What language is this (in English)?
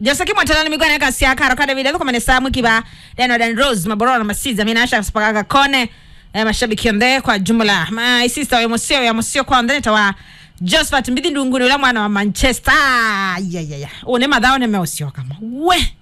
Kamba